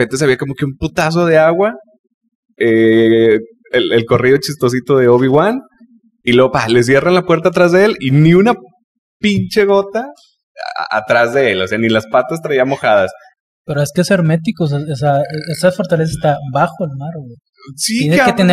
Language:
Spanish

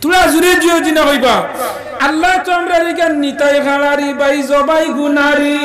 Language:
Sylheti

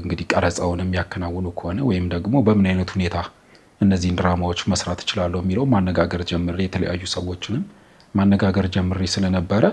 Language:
Amharic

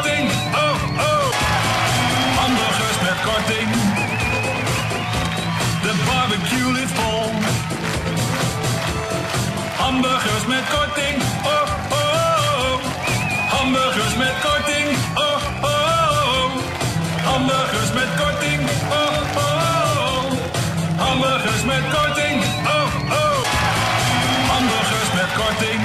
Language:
Dutch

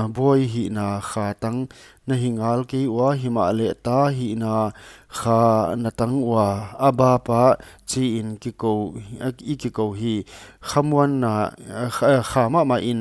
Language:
Paite Chin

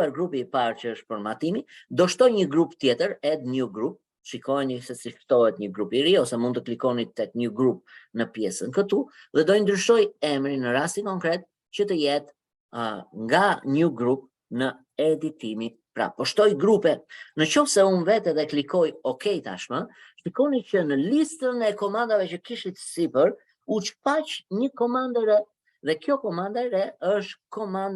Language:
Albanian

